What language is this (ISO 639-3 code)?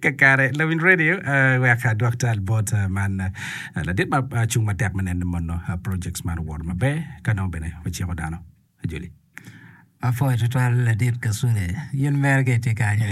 ach